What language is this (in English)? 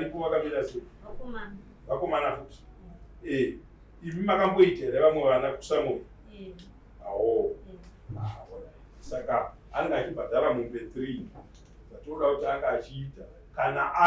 Shona